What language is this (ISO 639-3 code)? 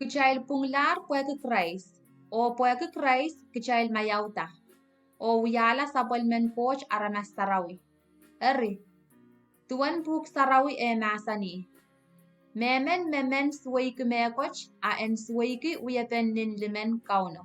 pon